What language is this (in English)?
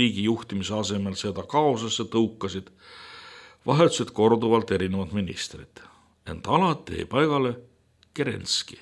Estonian